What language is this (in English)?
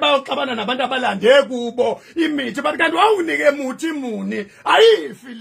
Zulu